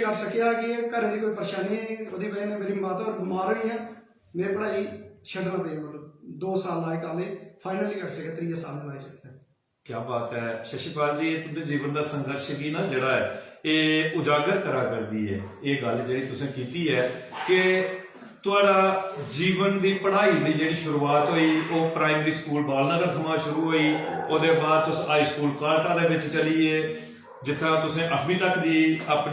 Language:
Dogri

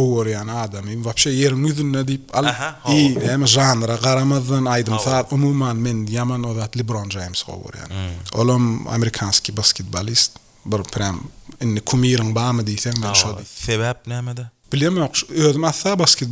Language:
Turkmen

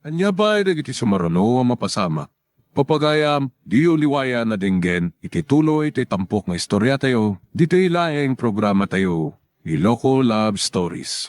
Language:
Iloko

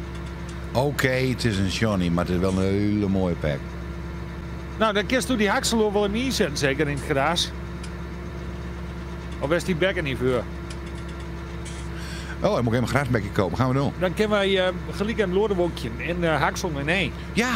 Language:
Dutch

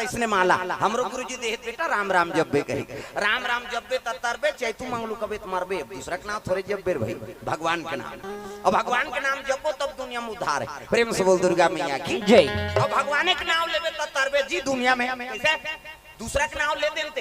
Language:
Chhattisgarhi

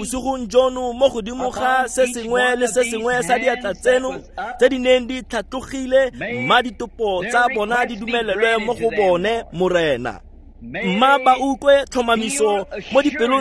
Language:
Tswana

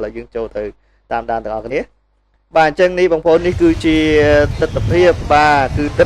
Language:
Khmer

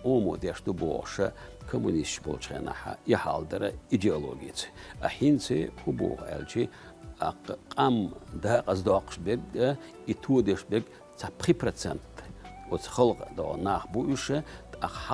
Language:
Chechen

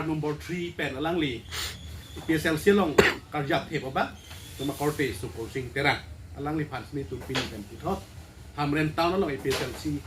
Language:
Karbi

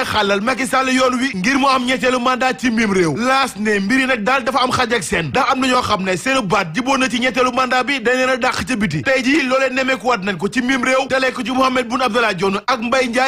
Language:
Wolof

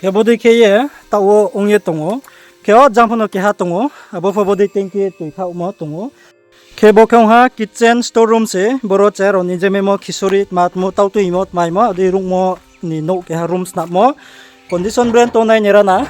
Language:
Riang (India)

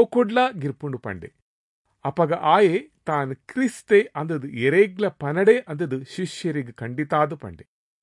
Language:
Tulu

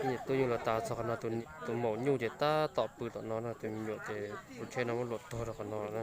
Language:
Hmong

